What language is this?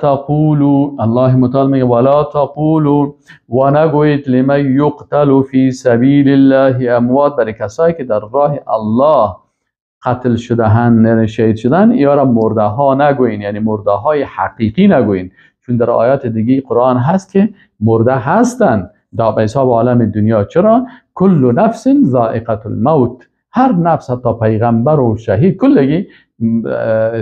Persian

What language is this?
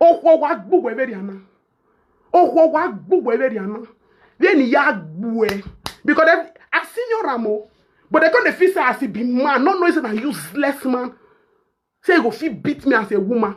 Nigerian Pidgin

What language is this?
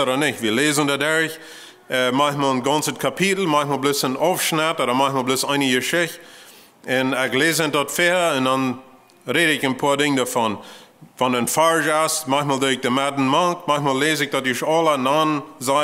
Plautdietsch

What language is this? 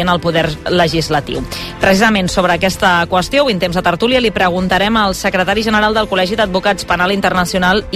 Catalan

